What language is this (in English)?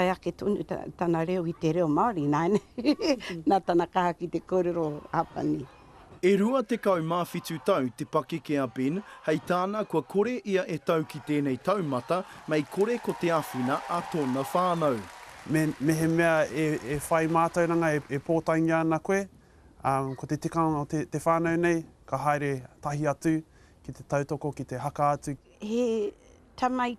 Māori